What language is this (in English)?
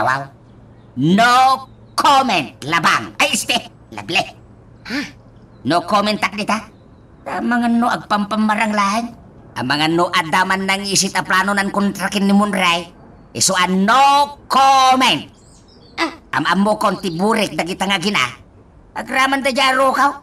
Iloko